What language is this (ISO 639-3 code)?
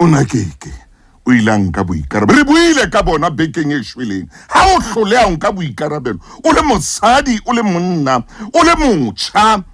sot